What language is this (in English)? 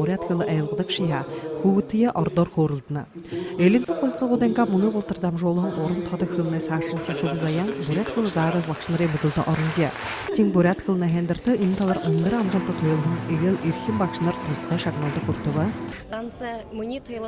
Buriat